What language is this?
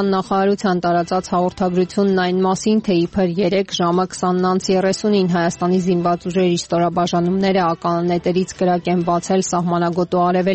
Armenian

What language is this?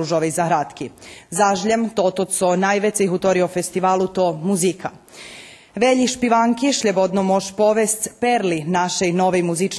Rusyn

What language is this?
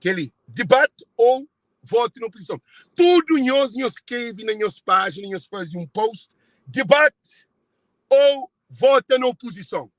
Kabuverdianu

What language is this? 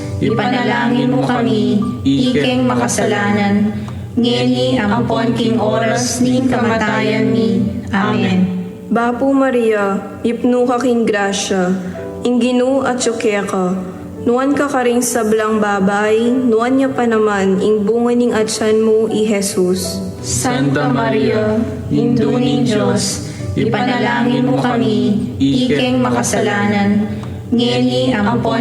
Pampanga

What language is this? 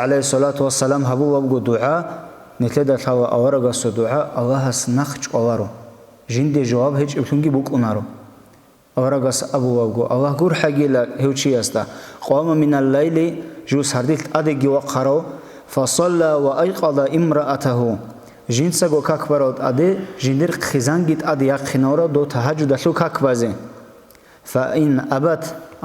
Avaric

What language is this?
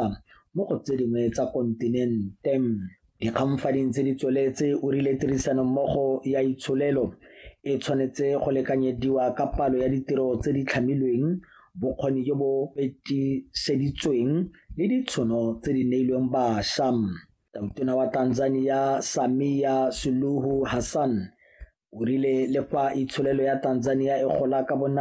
Tswana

